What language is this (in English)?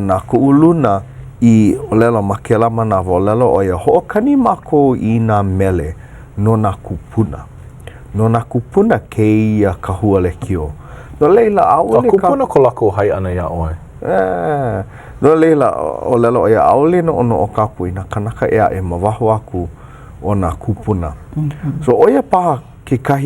Hawaiian